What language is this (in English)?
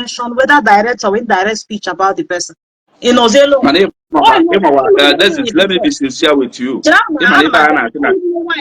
Igbo